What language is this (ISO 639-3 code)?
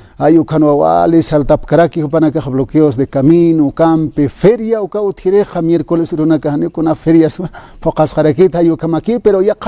aym